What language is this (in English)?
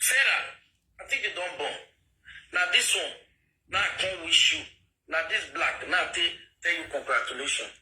Nigerian Pidgin